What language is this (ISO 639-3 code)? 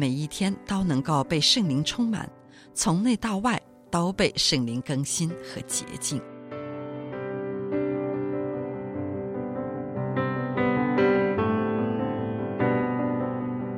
zho